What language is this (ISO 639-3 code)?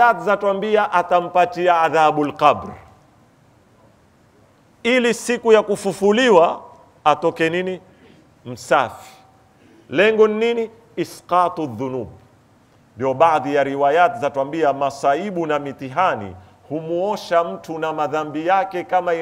swa